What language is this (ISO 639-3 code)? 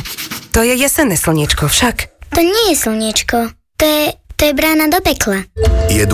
slk